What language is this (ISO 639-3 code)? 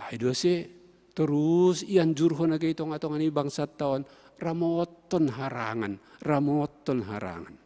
bts